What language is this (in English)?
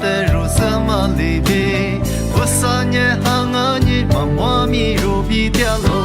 Lisu